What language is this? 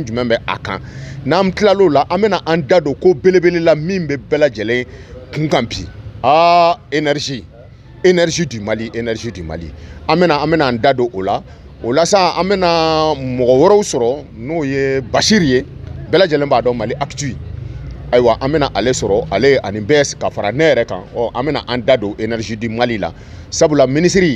Bambara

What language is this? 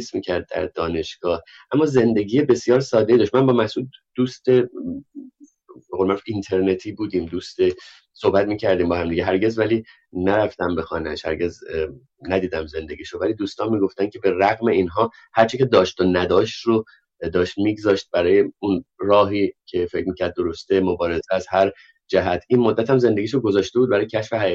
Persian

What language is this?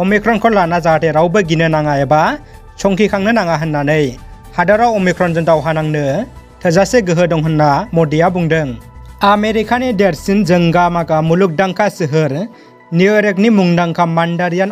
Bodo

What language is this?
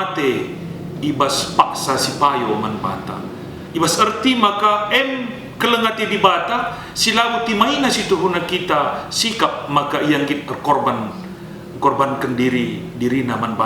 Batak Karo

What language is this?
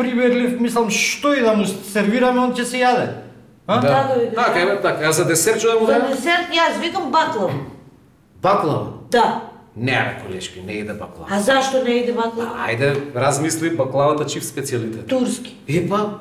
Macedonian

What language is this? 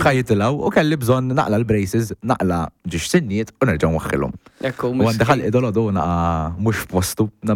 Maltese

